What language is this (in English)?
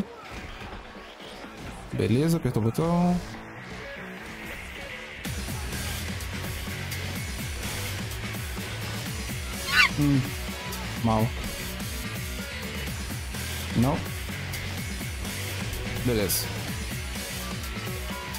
Portuguese